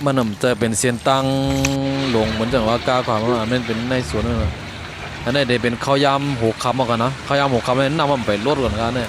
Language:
Shan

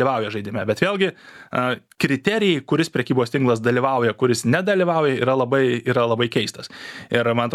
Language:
Lithuanian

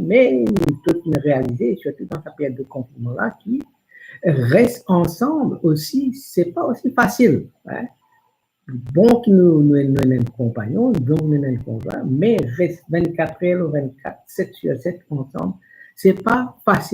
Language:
Morisyen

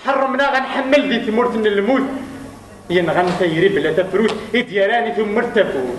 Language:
Kabyle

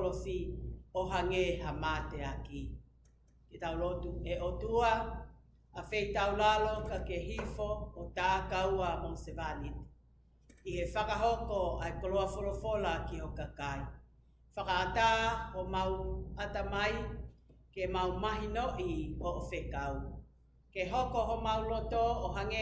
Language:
Tongan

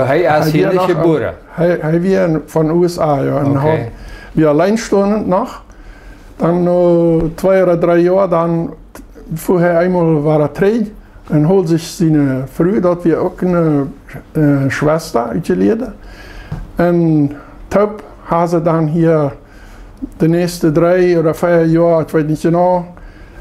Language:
Plautdietsch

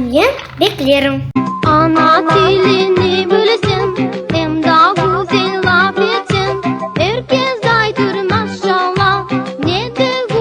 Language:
Crimean Tatar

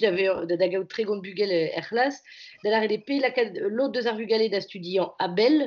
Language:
Breton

